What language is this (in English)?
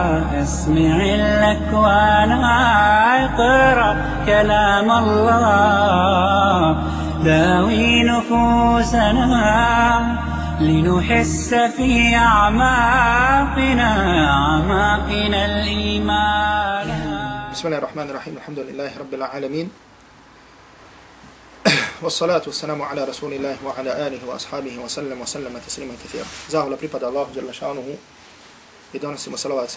Bosnian